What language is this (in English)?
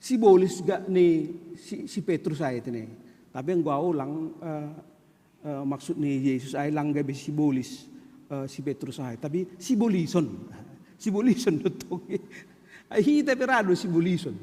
Batak Simalungun